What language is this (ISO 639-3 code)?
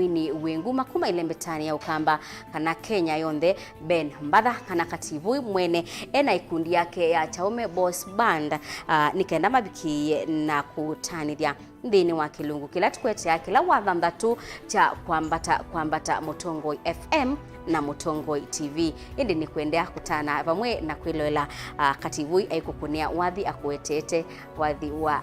kam